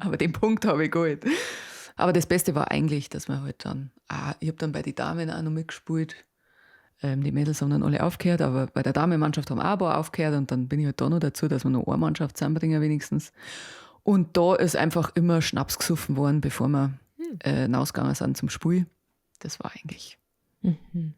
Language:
Bavarian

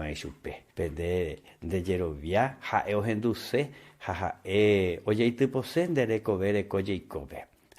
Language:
Guarani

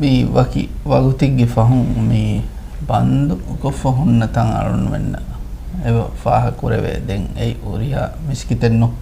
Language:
Divehi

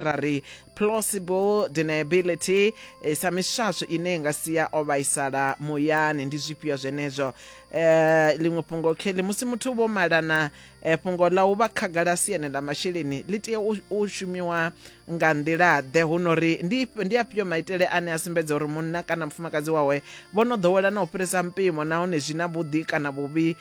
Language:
Venda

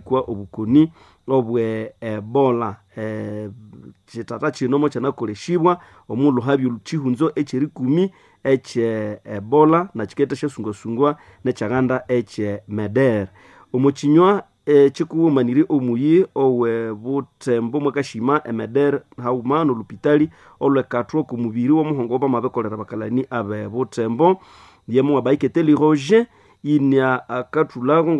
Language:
Nande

